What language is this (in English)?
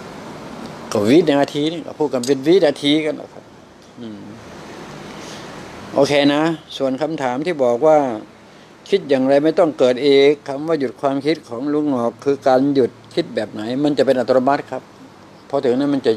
Thai